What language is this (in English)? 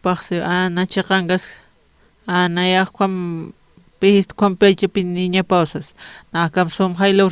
Aymara